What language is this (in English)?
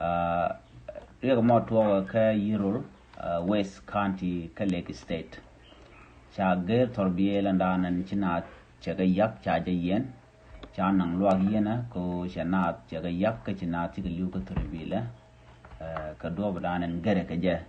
Nuer